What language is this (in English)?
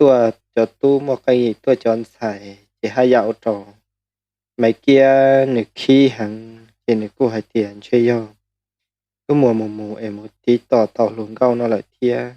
Hmong